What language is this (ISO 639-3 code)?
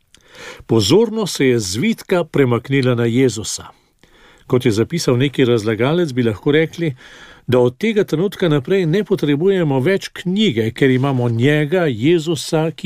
slv